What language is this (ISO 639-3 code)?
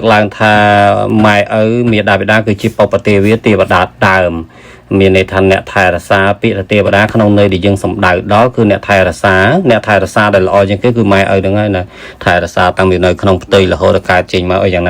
khm